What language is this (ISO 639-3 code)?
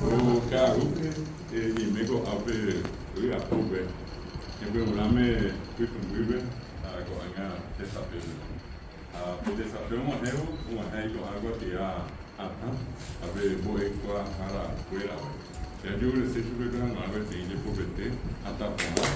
grn